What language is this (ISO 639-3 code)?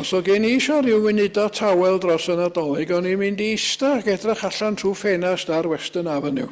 cym